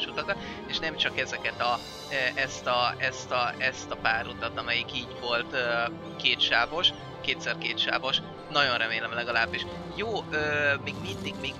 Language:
Hungarian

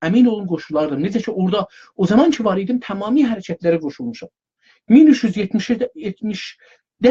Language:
South Azerbaijani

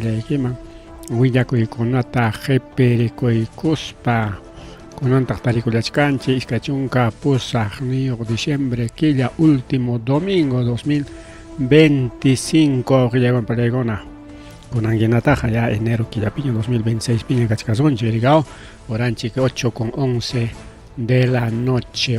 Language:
Ayacucho Quechua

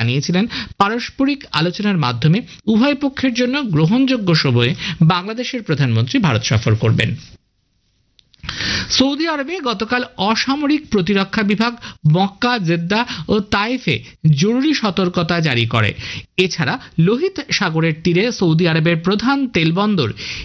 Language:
Bangla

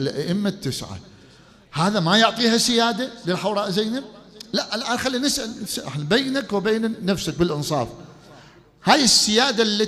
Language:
Mesopotamian Arabic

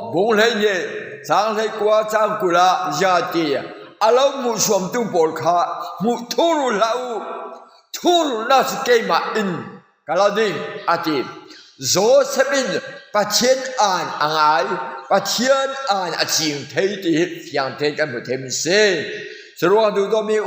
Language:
Falam Chin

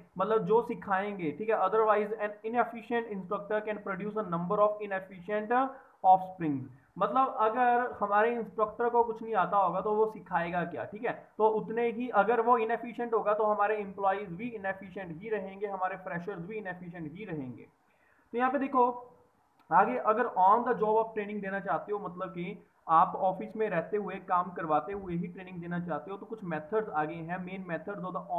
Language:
Hindi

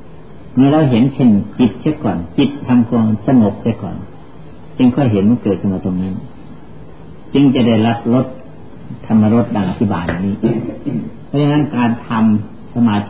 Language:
Thai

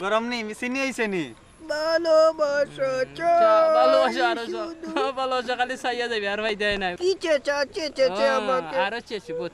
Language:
Sylheti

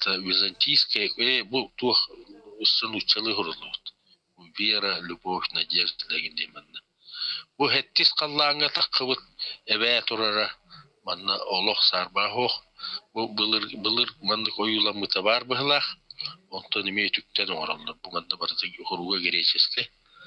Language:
Yakut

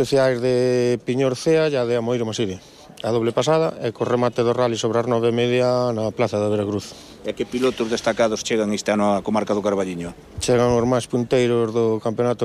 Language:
Galician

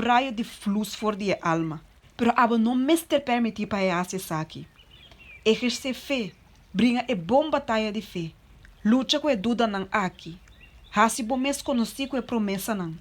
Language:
Papiamento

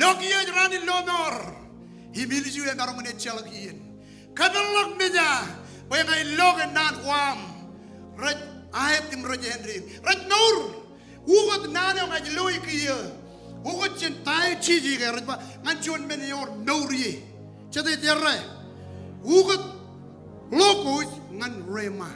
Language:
Marshallese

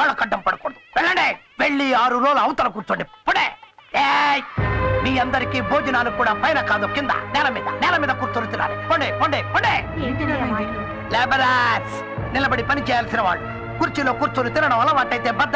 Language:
Telugu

